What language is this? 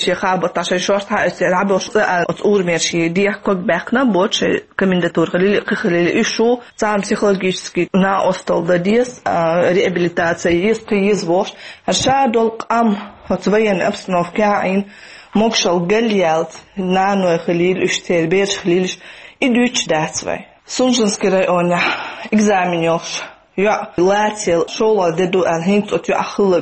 Chechen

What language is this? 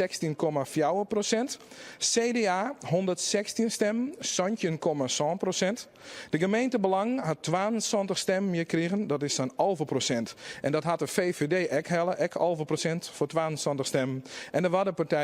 Western Frisian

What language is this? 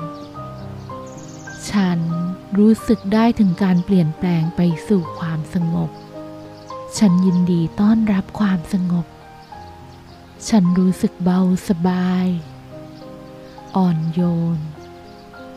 Thai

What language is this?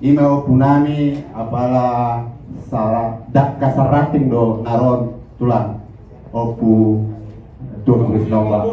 Batak Toba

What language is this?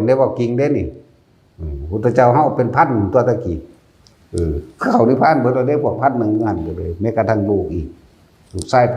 Northeastern Thai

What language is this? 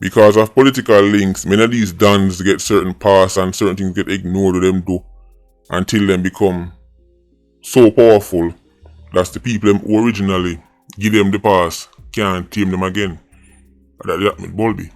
Jamaican Creole English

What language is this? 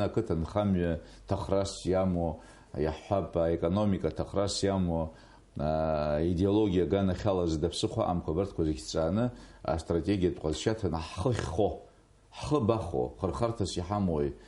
Abkhazian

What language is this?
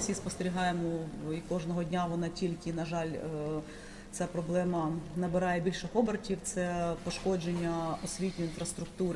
Ukrainian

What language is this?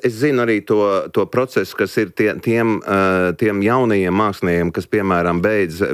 Latvian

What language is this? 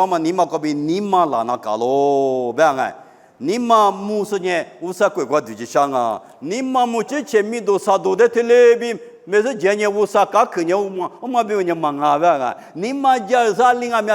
Lisu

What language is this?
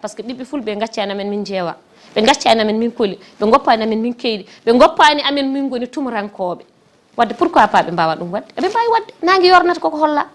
Fula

